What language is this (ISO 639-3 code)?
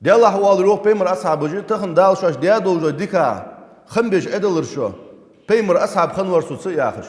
inh